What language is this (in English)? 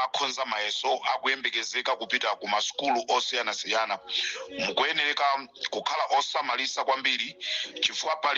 Nyanja